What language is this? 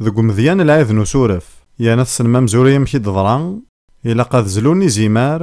Kabyle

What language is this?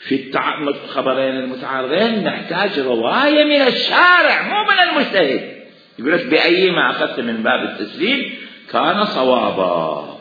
Mesopotamian Arabic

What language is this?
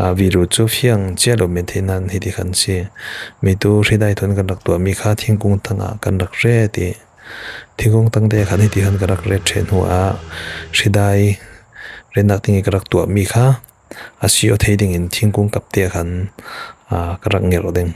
Falam Chin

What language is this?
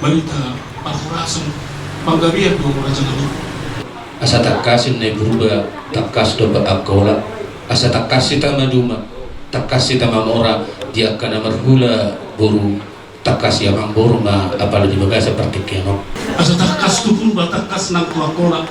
Batak Toba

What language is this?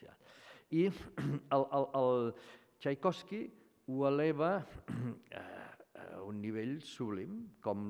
Catalan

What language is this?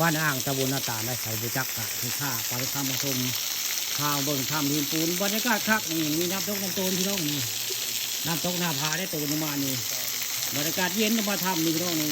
Northeastern Thai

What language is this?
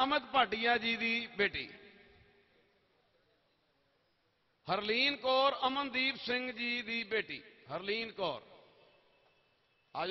Punjabi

